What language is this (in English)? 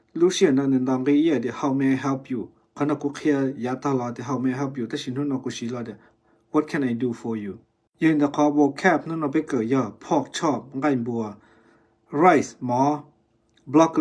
Hmong